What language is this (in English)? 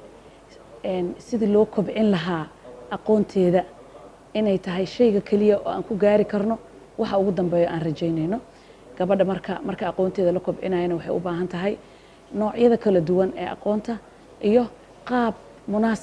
Somali